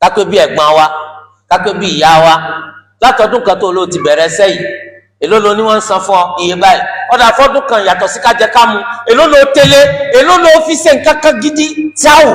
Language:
Yoruba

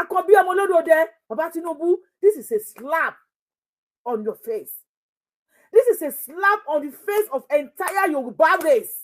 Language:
Yoruba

